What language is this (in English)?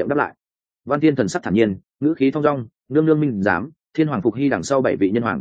Vietnamese